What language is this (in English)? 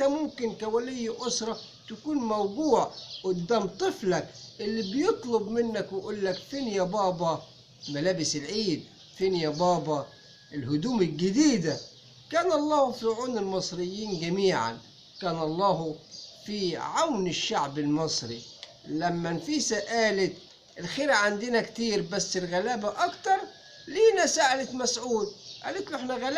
Egyptian Arabic